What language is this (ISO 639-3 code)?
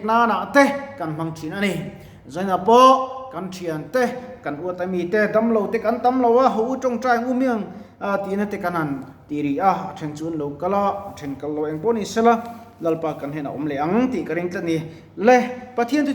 lus